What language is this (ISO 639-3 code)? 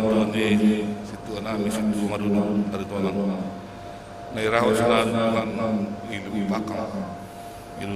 bts